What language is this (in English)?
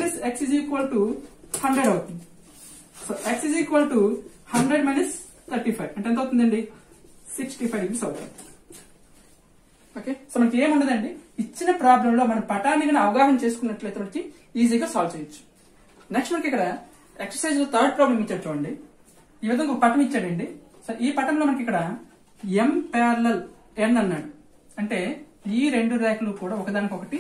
Telugu